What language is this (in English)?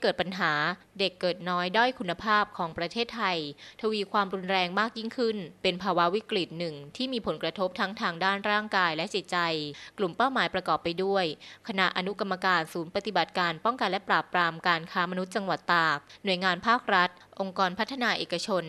Thai